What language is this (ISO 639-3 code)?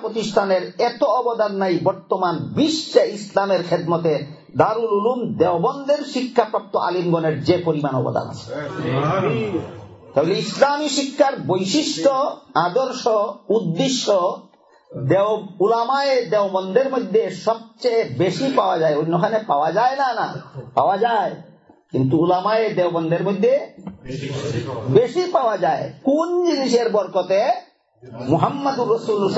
ben